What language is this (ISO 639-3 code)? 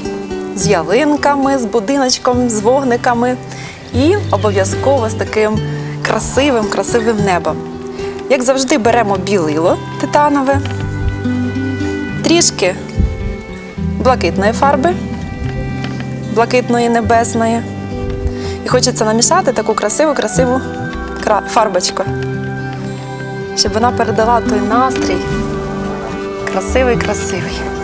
ukr